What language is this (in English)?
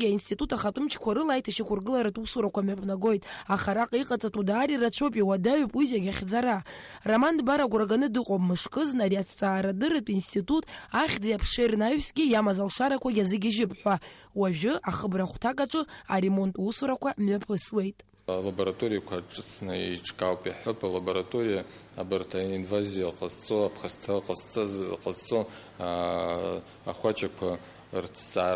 Abkhazian